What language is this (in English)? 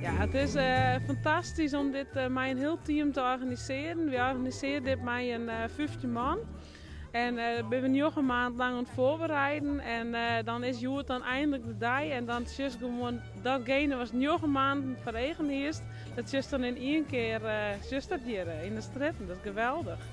Western Frisian